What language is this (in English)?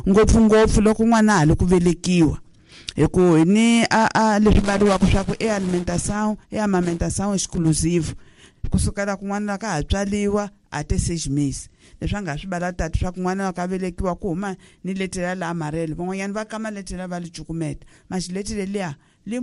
Tsonga